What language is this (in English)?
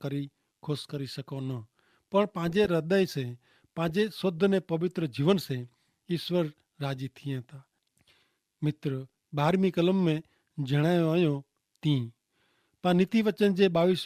Kachhi